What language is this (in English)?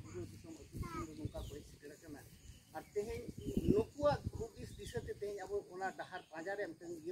Santali